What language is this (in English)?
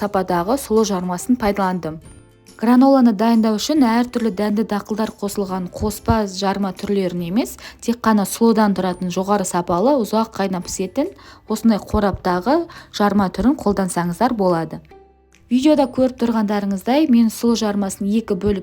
Kazakh